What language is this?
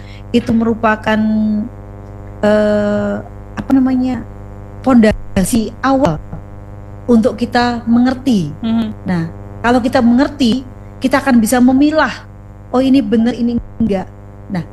Indonesian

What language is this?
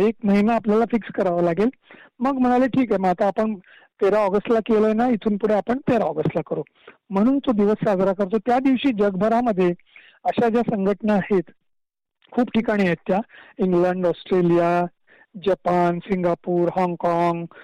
Marathi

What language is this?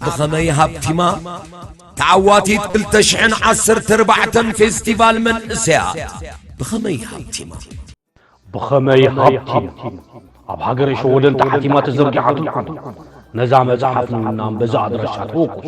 Tigrinya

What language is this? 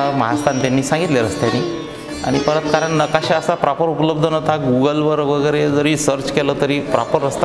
Marathi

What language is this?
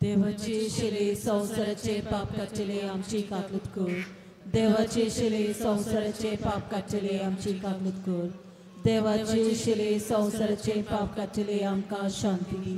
Konkani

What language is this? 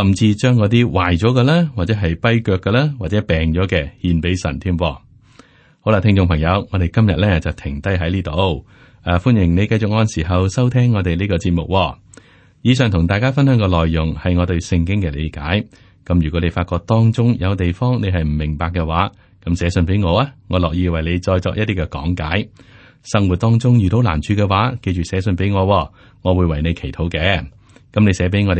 Cantonese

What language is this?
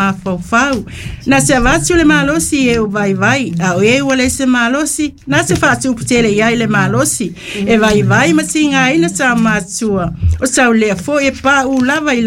Samoan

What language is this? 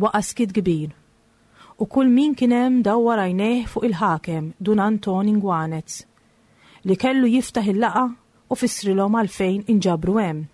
Maltese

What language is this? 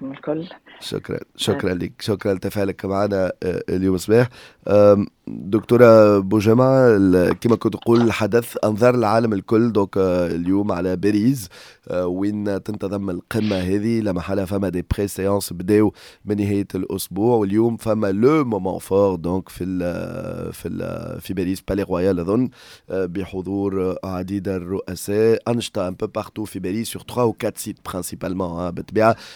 Tunisian Arabic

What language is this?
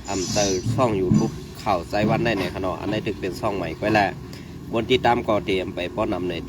Shan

